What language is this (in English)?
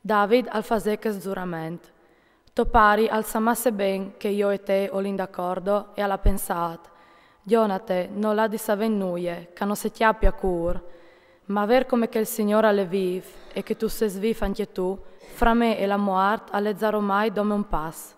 Friulian